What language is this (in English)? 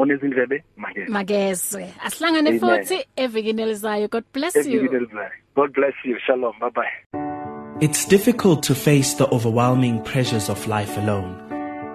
English